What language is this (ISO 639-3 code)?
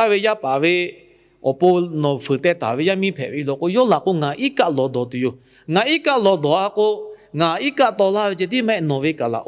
lhu